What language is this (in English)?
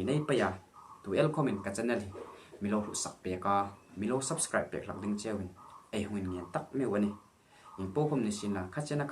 Hmar